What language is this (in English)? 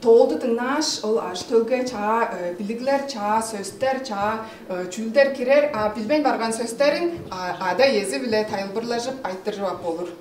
Tuvinian